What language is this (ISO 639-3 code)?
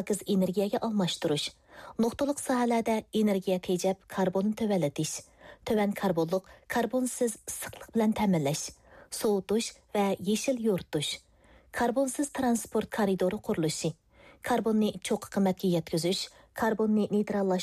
uig